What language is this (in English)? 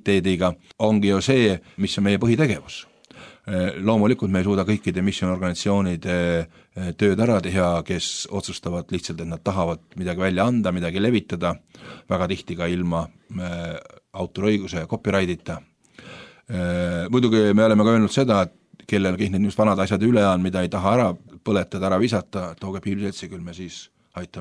Estonian